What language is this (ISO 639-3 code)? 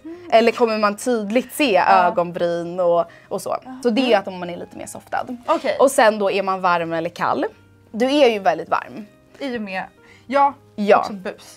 swe